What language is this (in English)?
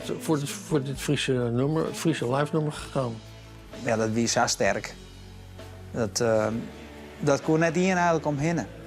Western Frisian